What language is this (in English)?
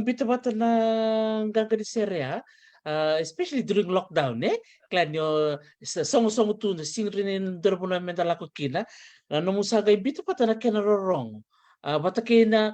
Fijian